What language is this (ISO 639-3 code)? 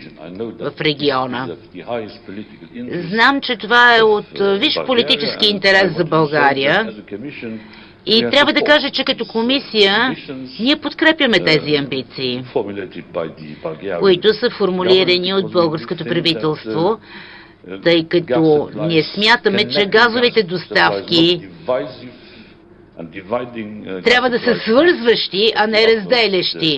bul